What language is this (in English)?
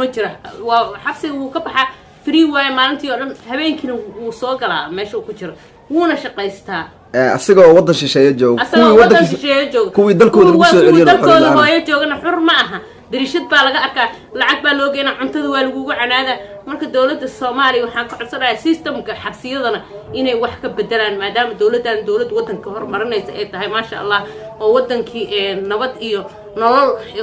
Somali